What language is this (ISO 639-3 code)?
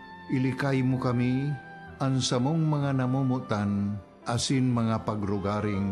bik